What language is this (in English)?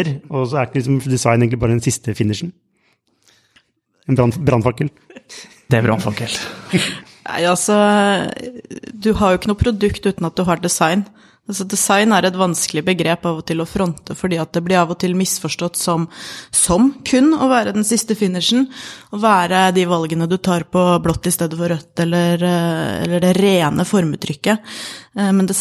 Norwegian